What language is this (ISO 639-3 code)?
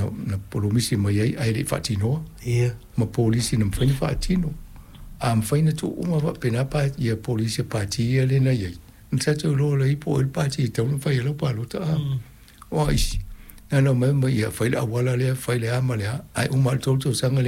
smo